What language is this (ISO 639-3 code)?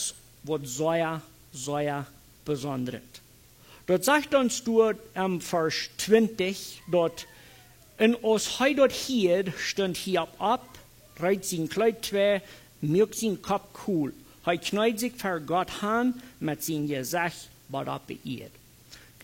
pdt